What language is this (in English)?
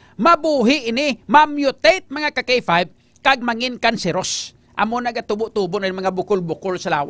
Hiligaynon